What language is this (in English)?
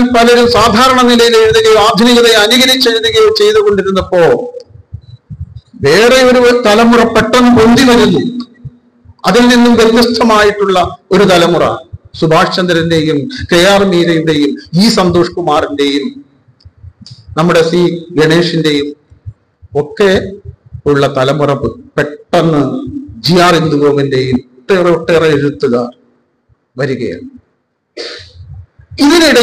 Malayalam